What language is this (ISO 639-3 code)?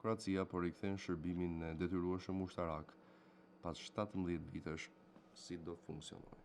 sqi